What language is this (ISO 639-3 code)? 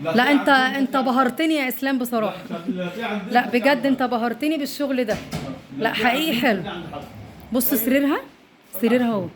arz